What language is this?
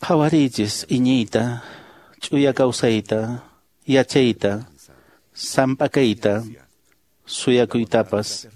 Quechua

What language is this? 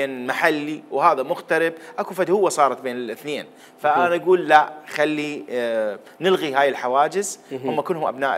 Mesopotamian Arabic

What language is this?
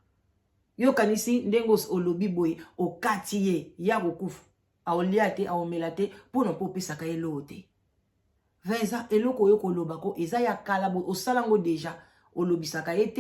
Lingala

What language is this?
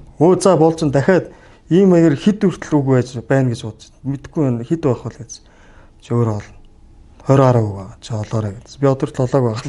Mongolian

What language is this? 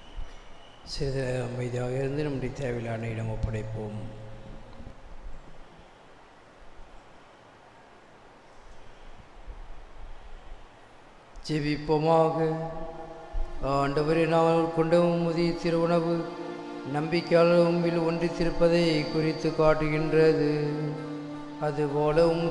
Tamil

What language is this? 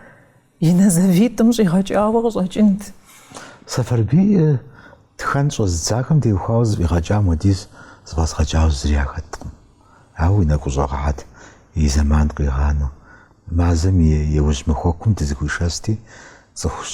Kabardian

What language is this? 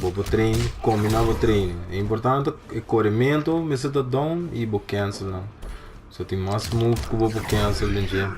Papiamento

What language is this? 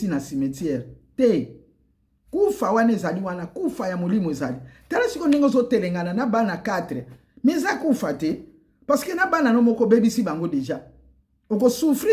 Lingala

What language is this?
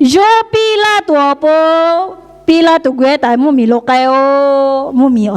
Lahu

